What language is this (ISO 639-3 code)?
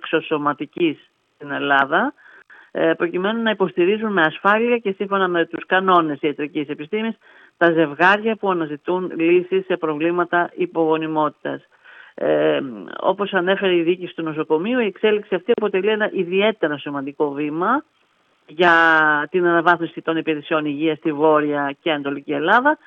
ell